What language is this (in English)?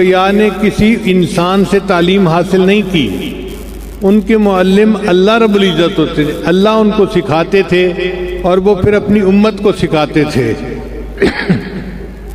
Urdu